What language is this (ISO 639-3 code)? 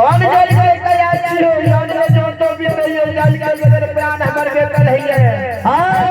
mai